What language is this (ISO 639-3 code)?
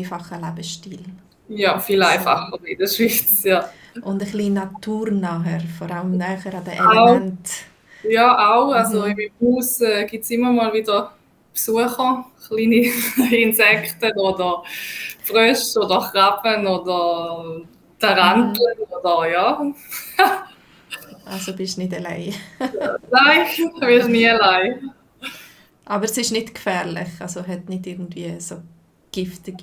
gsw